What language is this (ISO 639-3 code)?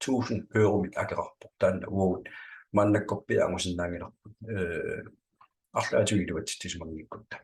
kal